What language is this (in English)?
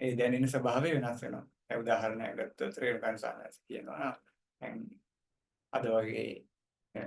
Sinhala